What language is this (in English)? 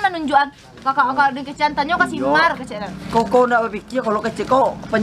Minangkabau